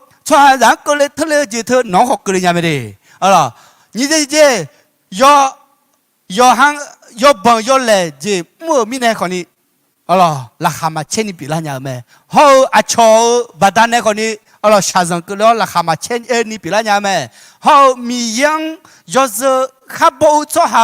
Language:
Akha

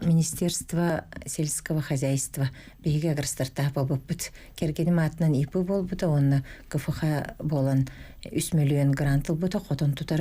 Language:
Yakut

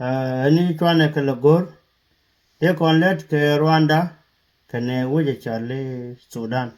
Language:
Nuer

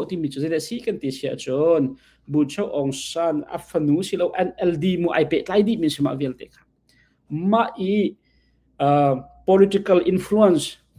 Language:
Hakha Chin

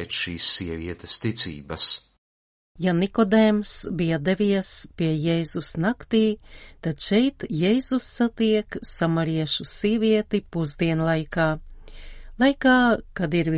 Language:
Latvian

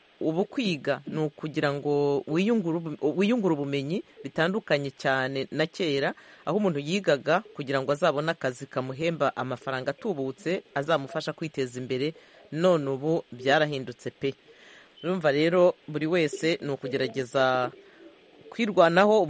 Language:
Kinyarwanda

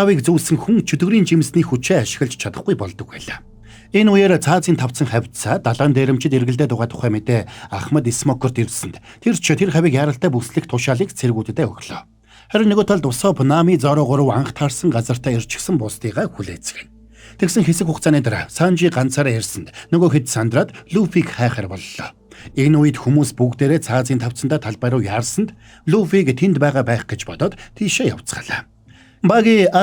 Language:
Mongolian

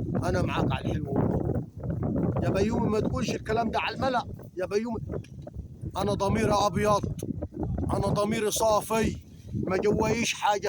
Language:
Egyptian Arabic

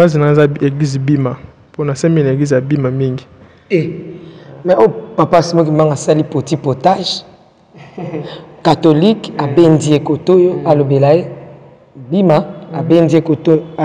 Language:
Lingala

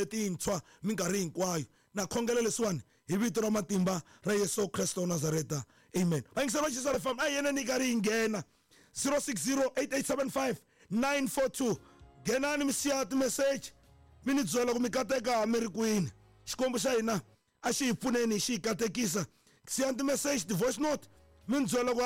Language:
Tsonga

